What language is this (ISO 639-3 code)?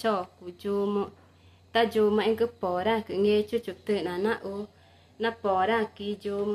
tca